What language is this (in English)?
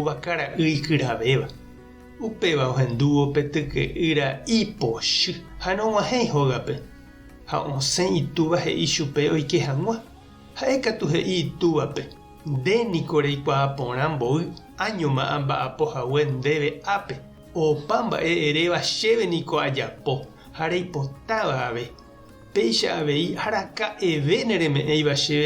Guarani